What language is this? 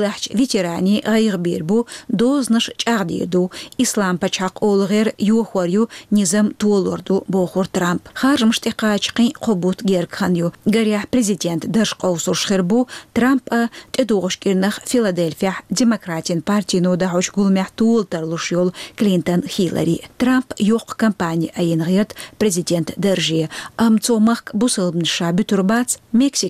Chechen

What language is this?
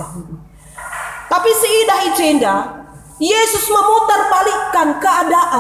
Batak Karo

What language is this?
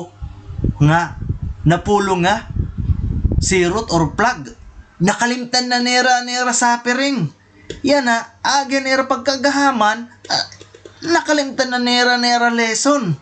Waray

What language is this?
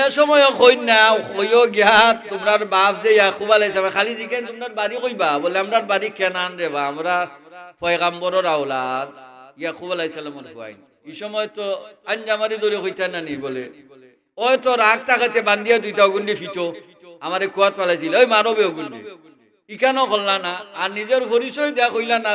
Sylheti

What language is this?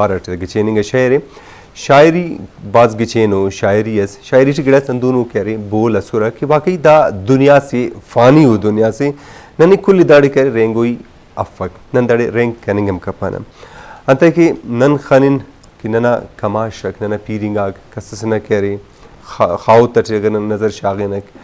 Brahui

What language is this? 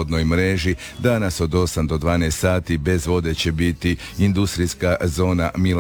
Croatian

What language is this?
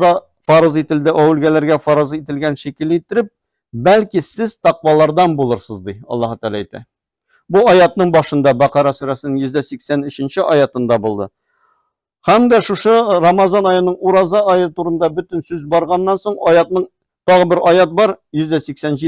Tatar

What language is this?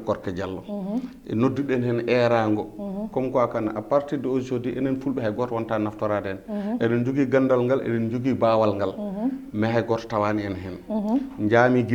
Fula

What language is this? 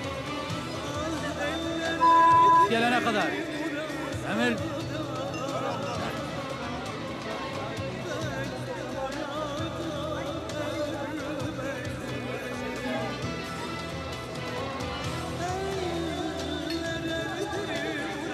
Turkish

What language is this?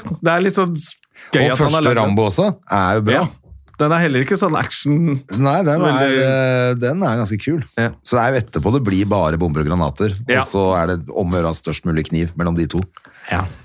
Norwegian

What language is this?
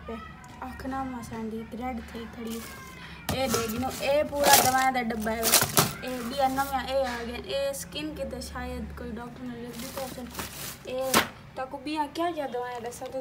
Saraiki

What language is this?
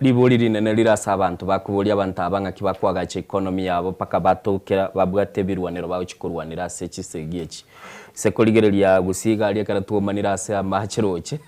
Gusii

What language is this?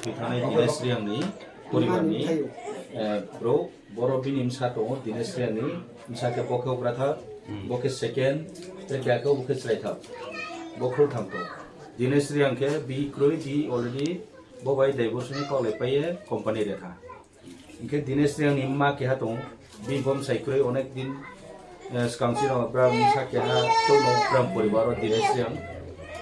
Riang (India)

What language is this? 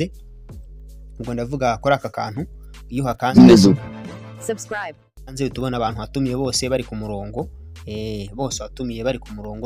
Kinyarwanda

